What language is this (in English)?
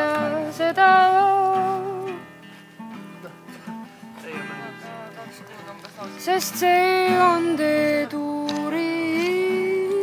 Estonian